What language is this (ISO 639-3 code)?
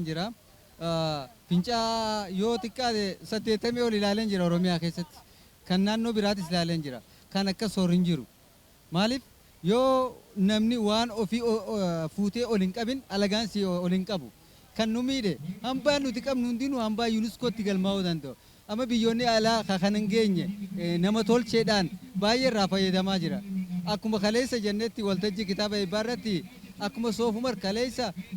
orm